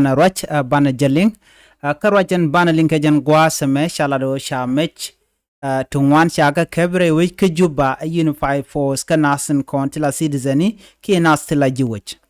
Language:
Nuer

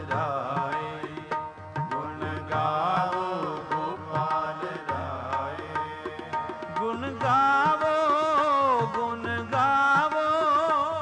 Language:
Punjabi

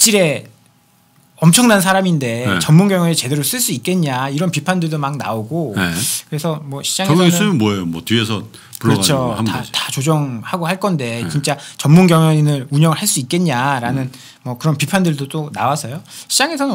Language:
Korean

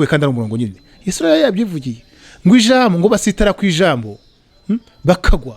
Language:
Kinyarwanda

